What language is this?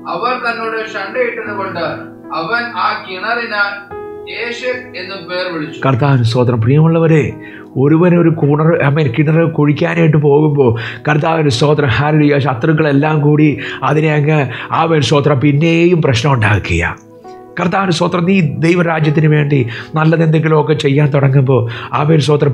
Malayalam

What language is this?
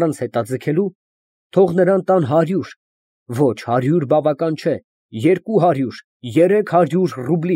Armenian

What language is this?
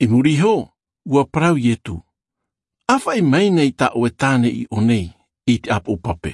Tahitian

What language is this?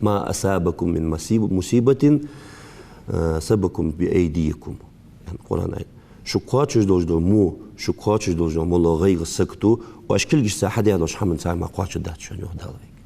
Ingush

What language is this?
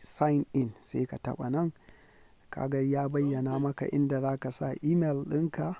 Hausa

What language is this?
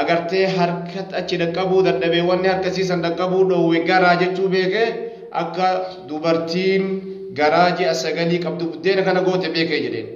Oromo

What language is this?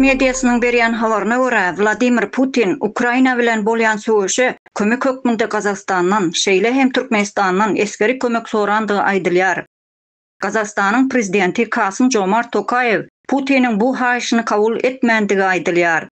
Turkmen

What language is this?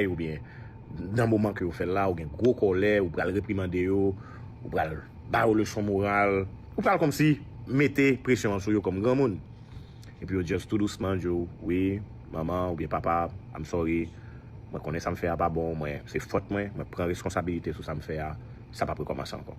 Haitian Creole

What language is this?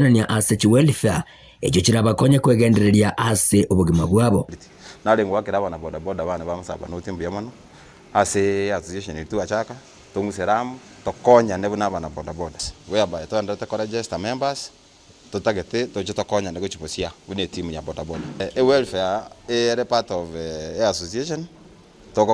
Gusii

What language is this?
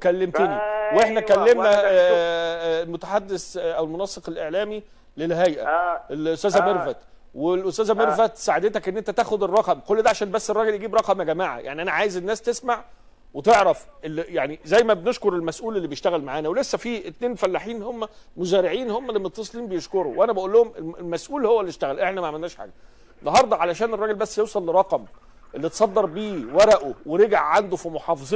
Egyptian Arabic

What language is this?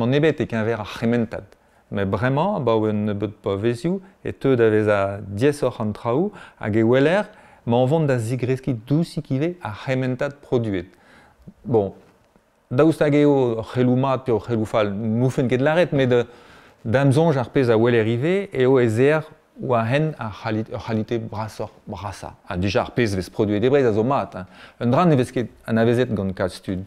Breton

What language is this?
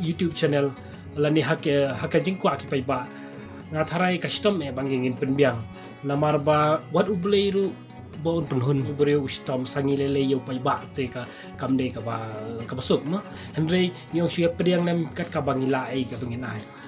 Khasi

